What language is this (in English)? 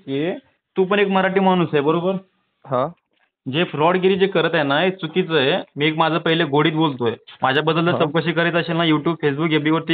Marathi